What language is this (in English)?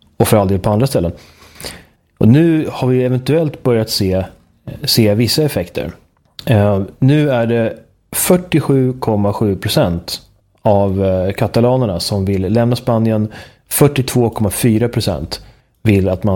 Swedish